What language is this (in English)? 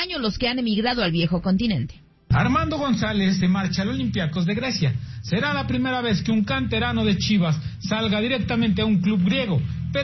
Spanish